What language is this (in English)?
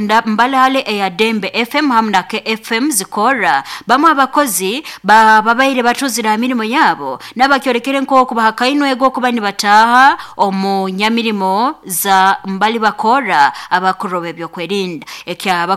Nyoro